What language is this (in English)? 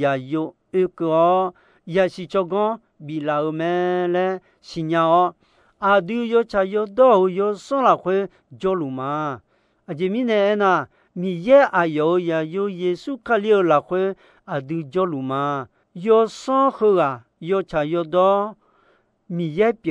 Akha